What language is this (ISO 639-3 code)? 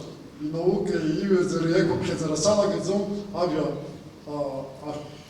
abk